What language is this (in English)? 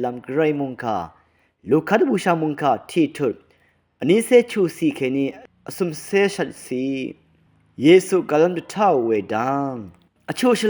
Rawang